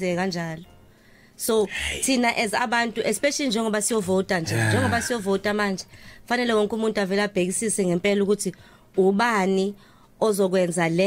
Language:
Zulu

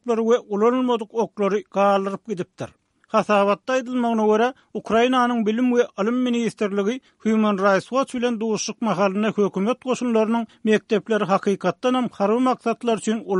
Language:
Turkmen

